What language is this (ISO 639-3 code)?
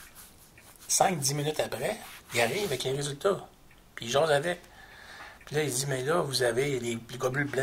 fra